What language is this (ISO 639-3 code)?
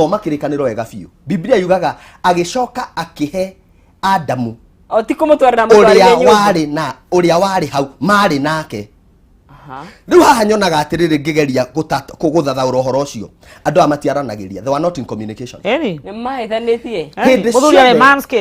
kik